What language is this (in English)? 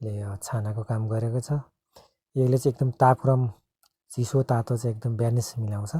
Nepali